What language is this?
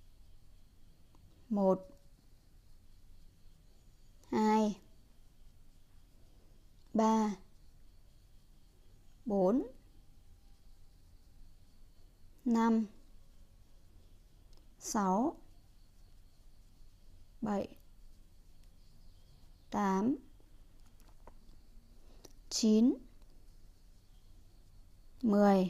Vietnamese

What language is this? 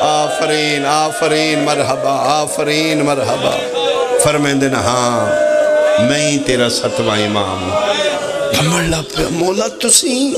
Pahari-Potwari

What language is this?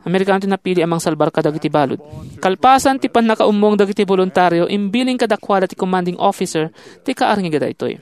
Iloko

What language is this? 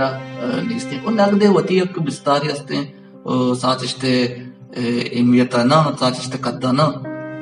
Baluchi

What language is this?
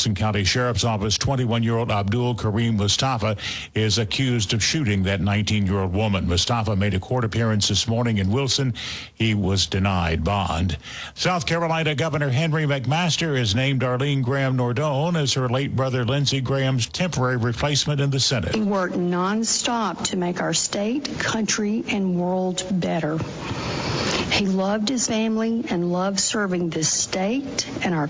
English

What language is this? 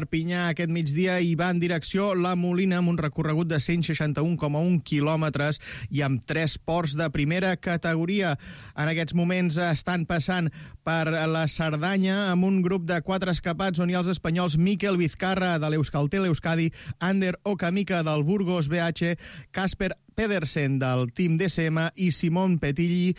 Catalan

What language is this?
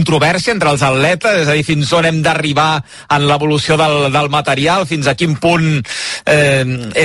Catalan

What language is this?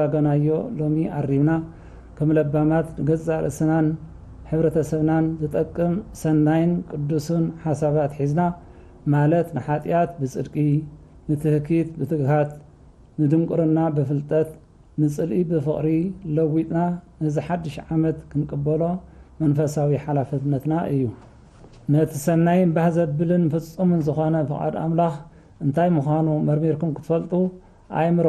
Tigrinya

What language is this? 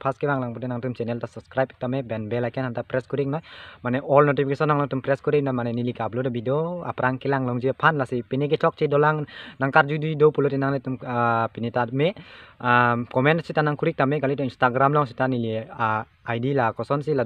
Karbi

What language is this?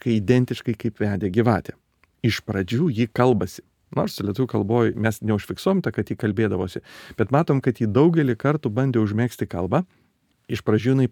Lithuanian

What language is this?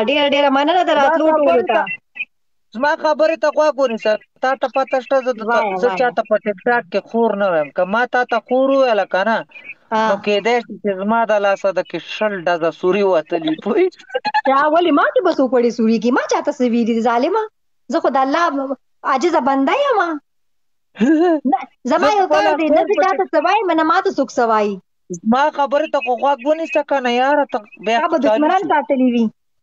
Pashto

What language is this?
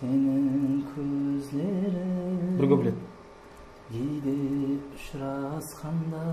Kara-Kalpak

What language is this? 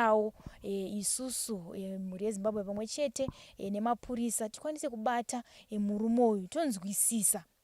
Shona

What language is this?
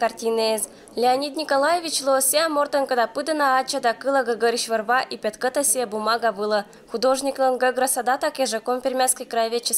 Komi-Permyak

